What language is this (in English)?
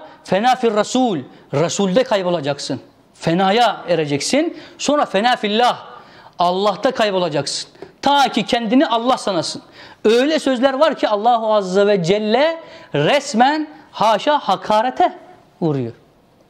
Turkish